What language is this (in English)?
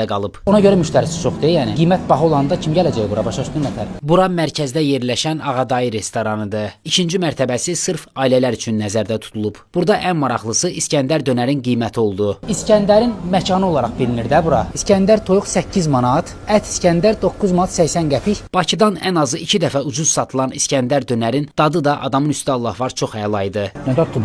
Azerbaijani